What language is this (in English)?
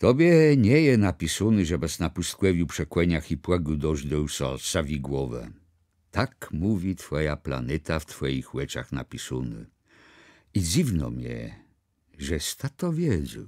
Kashubian